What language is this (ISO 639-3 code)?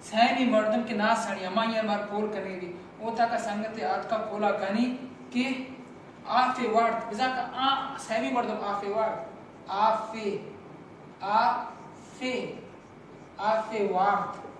bal